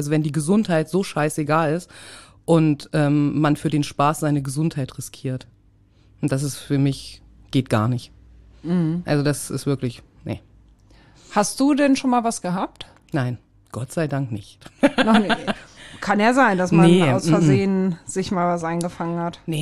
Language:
German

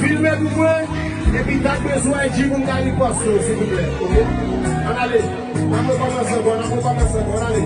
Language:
Haitian Creole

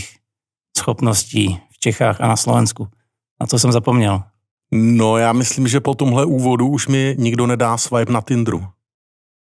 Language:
Czech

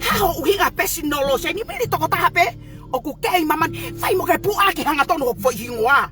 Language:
Tongan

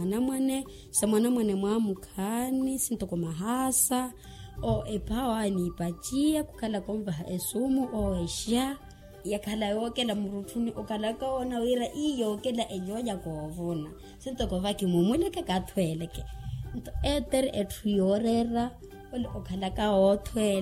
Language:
Makhuwa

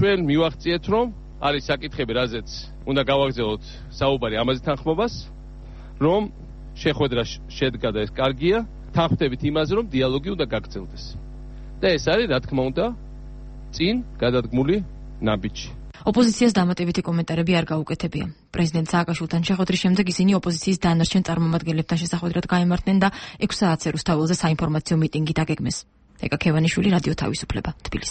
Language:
Georgian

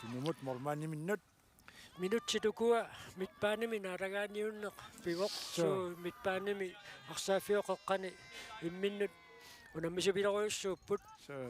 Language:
Kalaallisut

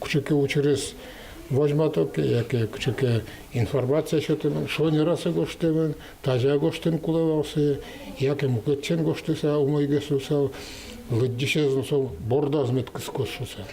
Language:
Udmurt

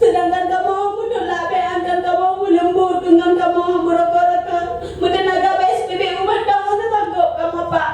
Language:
Achinese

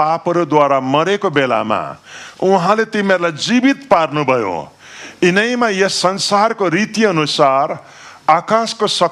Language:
Nepali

